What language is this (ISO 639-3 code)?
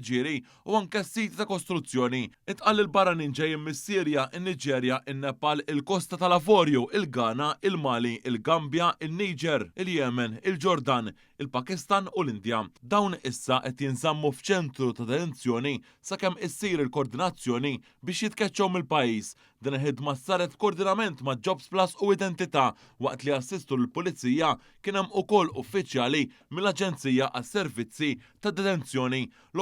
mlt